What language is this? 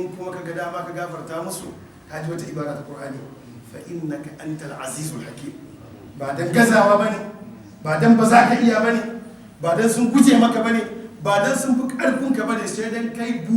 Hausa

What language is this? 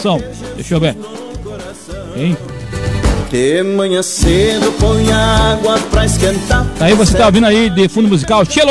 Portuguese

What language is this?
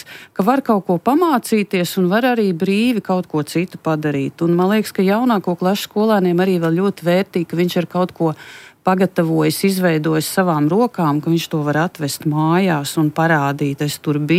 Latvian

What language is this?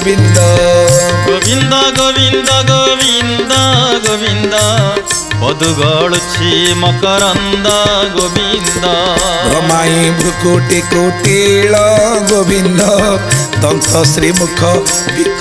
Odia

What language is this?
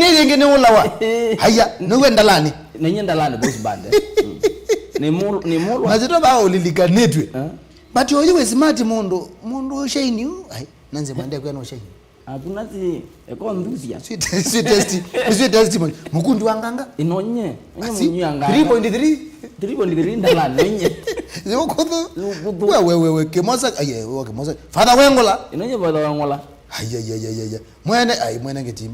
Kamba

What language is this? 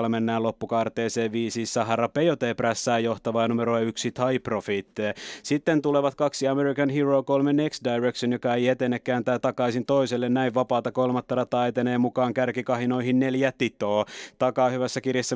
Finnish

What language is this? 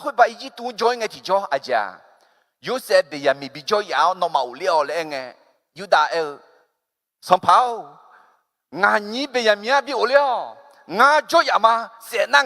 Akha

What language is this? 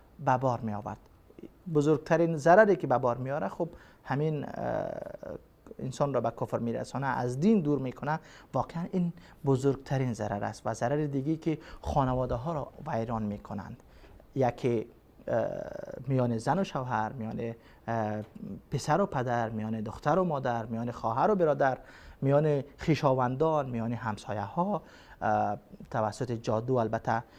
Persian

